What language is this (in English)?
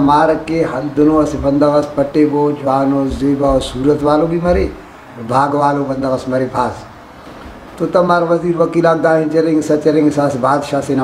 Brahui